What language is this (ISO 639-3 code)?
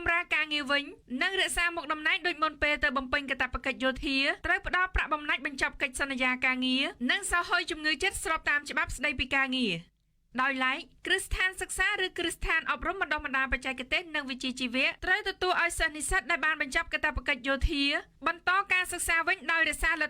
khm